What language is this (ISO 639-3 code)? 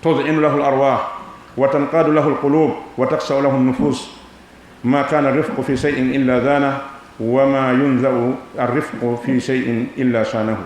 ful